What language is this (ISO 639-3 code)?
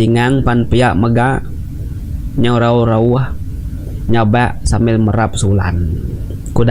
iba